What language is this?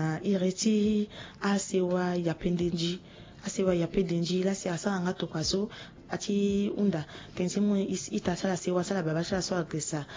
Sango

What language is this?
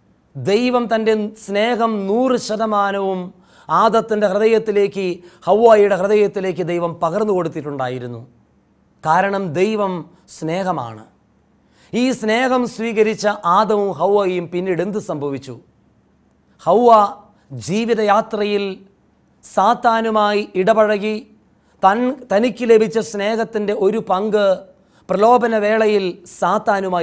Malayalam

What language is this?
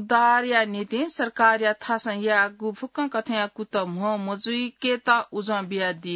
Newari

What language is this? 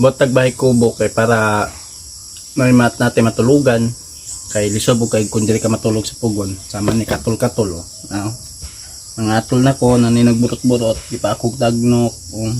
Cebuano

